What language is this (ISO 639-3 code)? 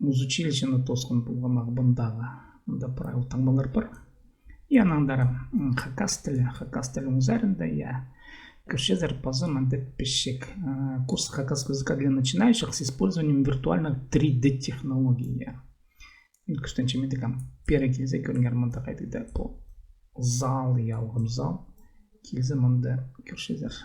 kjh